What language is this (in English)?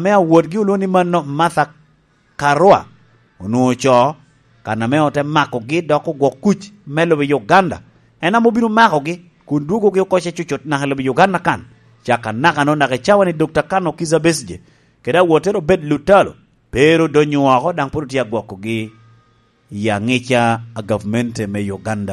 Lango (Uganda)